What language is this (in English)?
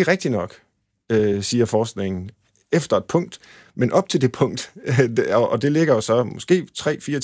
Danish